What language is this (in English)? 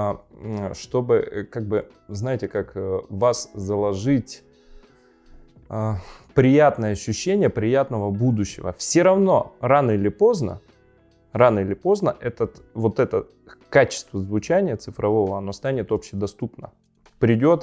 Russian